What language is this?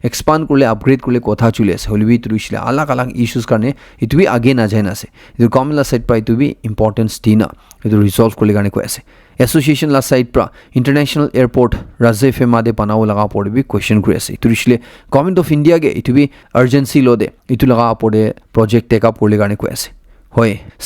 Naga Pidgin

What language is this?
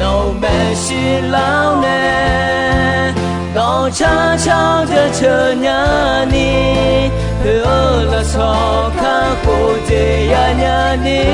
Akha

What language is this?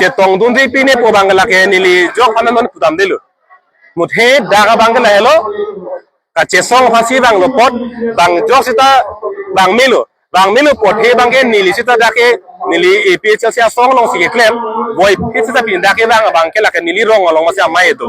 Karbi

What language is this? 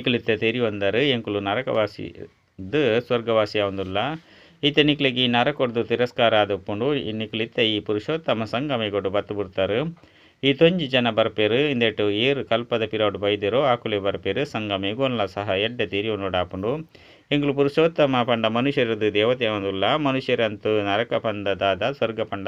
Tulu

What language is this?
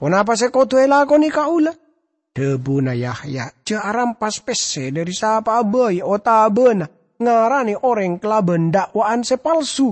Madurese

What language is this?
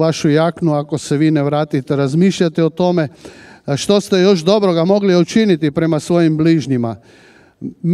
Croatian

